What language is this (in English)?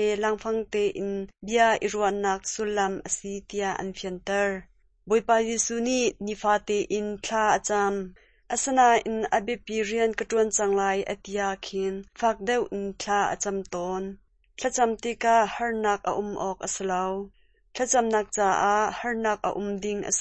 Hakha Chin